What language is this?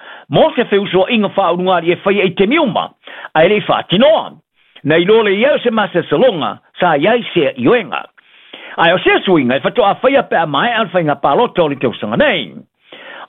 Samoan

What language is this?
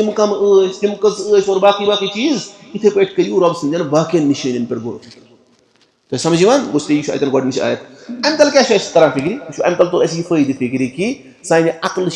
Kashmiri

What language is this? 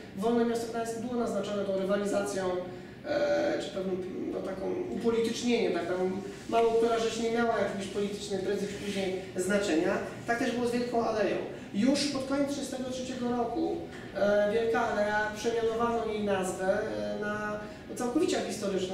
Polish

